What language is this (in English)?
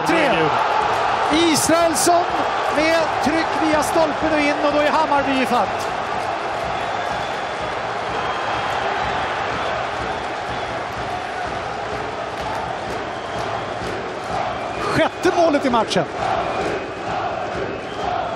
Swedish